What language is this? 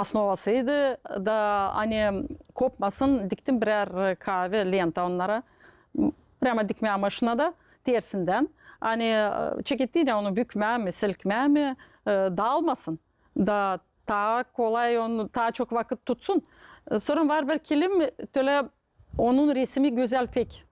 Gagauz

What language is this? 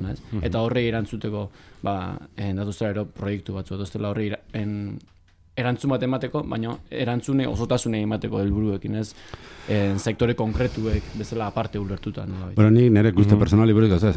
Basque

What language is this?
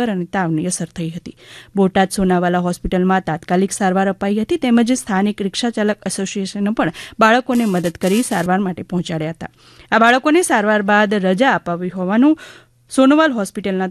Gujarati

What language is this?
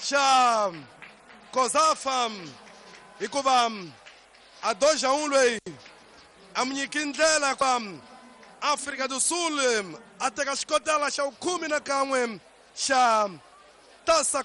Tsonga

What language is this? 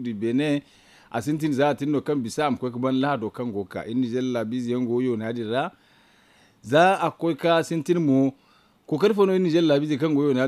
Zarma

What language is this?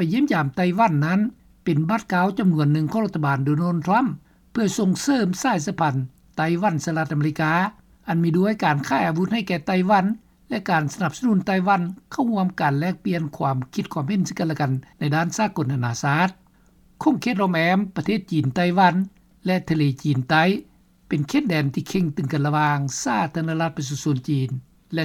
Lao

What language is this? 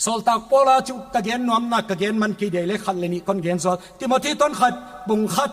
Paite Chin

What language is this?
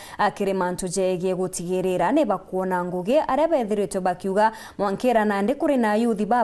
Meru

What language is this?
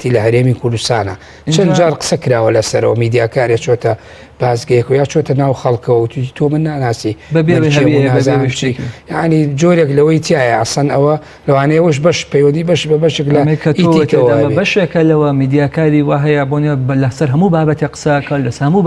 Central Kurdish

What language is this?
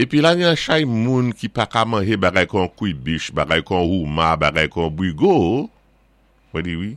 Saint Lucian Creole French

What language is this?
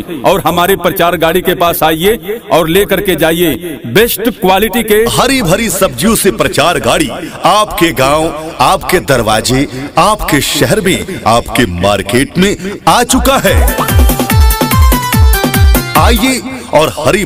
Hindi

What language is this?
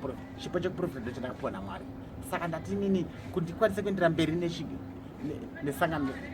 Shona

